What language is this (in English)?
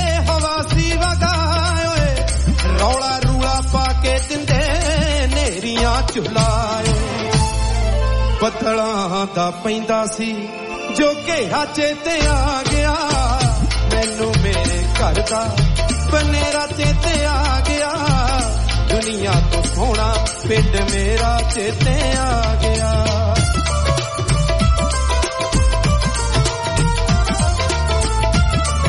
Punjabi